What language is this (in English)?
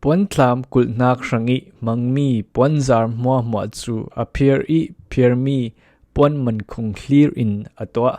Falam Chin